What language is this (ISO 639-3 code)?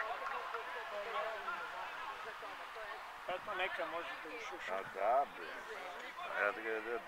srp